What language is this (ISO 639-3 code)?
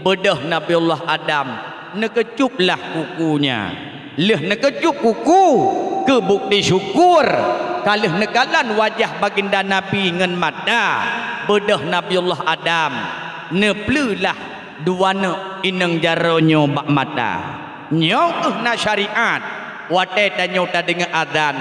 ace